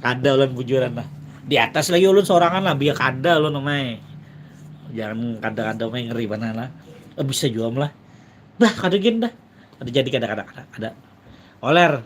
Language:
Banjar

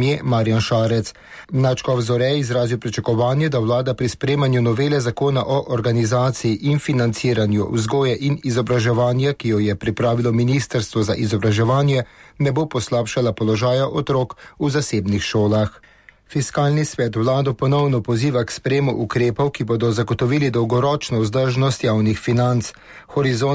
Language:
Slovenian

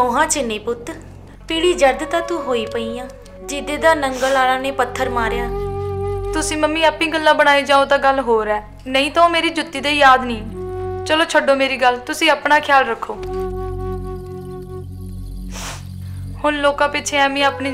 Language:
Punjabi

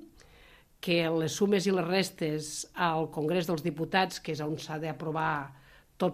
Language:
Catalan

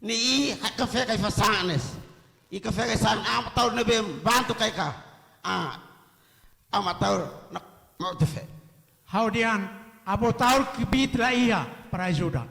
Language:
Tetum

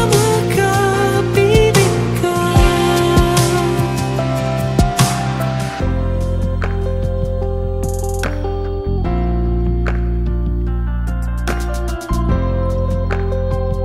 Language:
Filipino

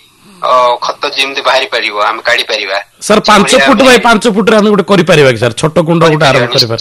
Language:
Odia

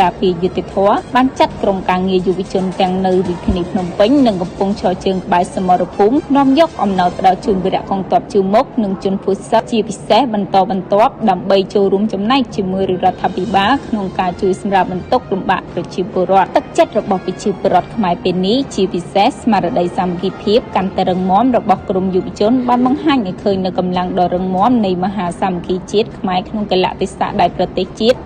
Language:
Khmer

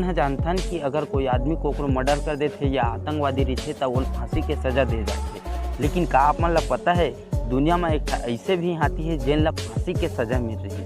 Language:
Chhattisgarhi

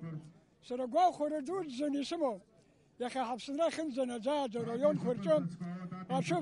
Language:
Abkhazian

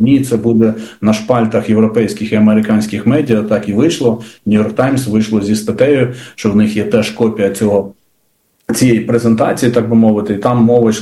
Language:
Ukrainian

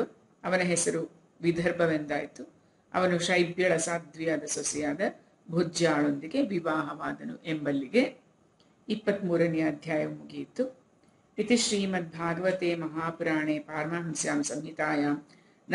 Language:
Kannada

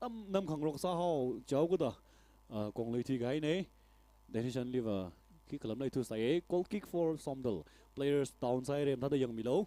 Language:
Tangkhul Naga (India)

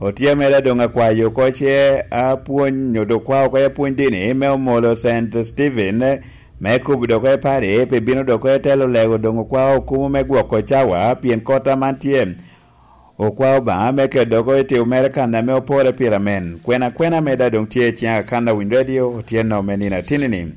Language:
Lango (Uganda)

